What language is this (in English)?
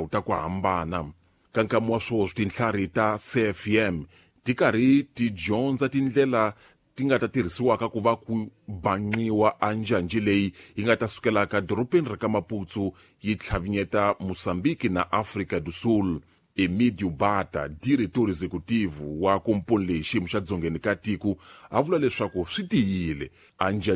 Tsonga